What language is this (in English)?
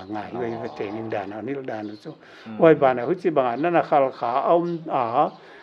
Paite Chin